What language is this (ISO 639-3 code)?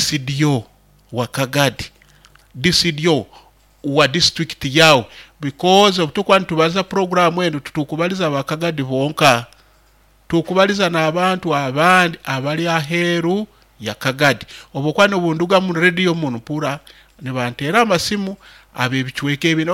nyo